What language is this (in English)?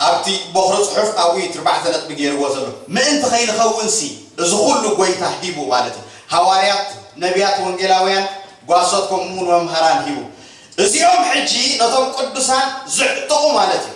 Tigrinya